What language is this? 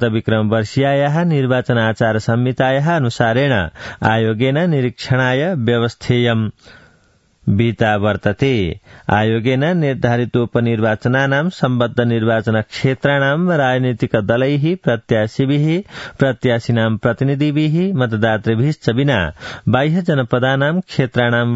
Sanskrit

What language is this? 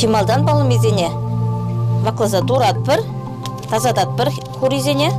Chuvash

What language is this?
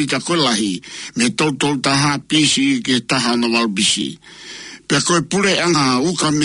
Tongan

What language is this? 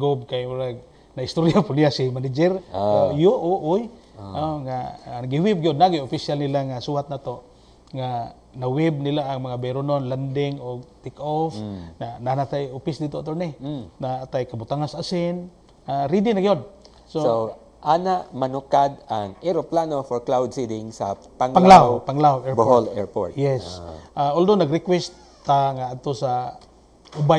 Cebuano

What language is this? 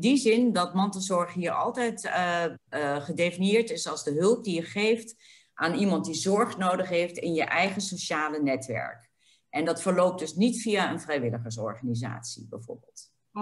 Dutch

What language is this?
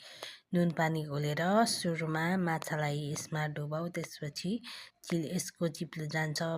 Nepali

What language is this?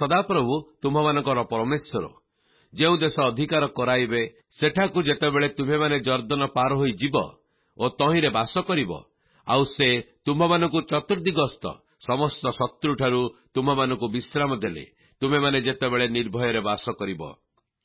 Odia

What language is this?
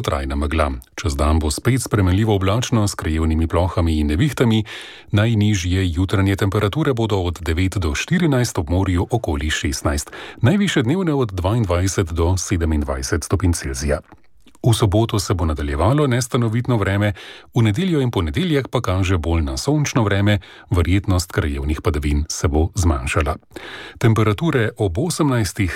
Slovenian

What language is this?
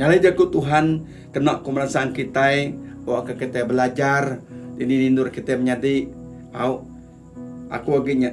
Iban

